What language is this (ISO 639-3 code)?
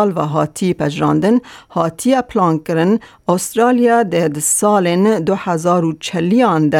kur